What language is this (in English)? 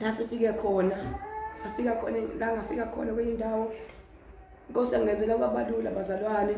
Zulu